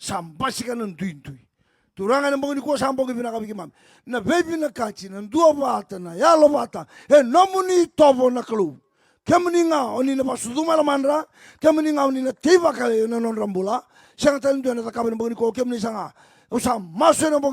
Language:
Fijian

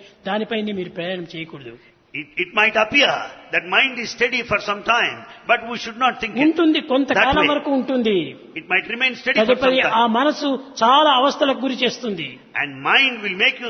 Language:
Telugu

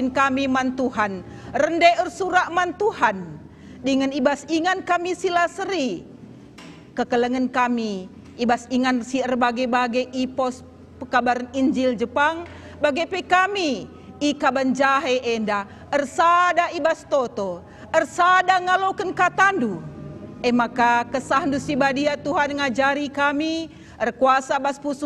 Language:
Batak Karo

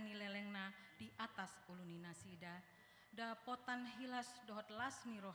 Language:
Batak Toba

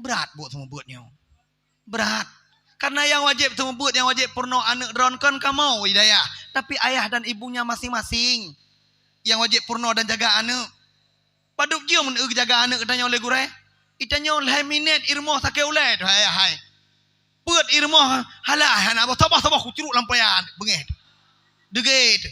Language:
Achinese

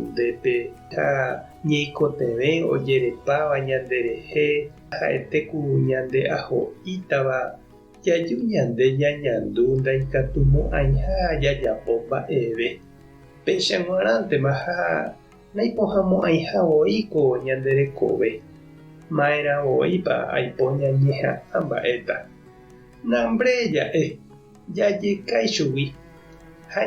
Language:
Guarani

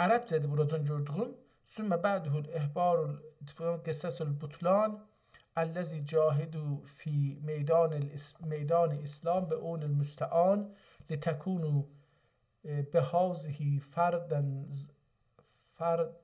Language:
South Azerbaijani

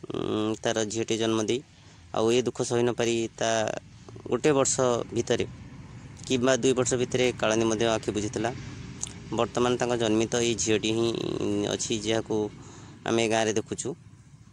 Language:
Odia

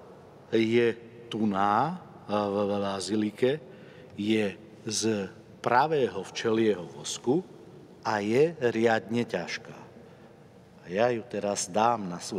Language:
Slovak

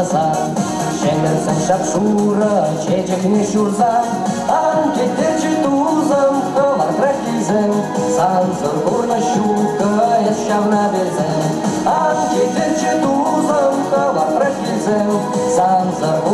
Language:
Chuvash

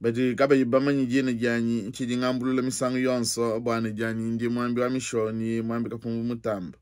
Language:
Luba-Lulua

